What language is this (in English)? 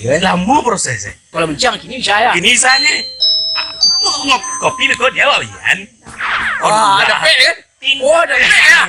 Minangkabau